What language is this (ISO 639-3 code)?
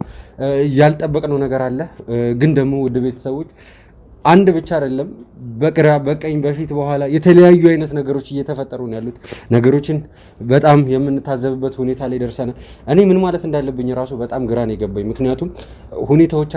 amh